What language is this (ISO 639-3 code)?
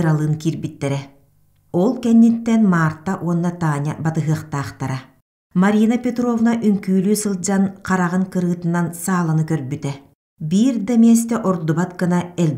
sah